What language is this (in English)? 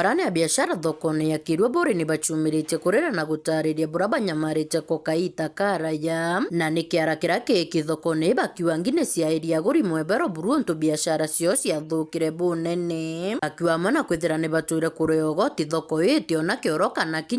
Meru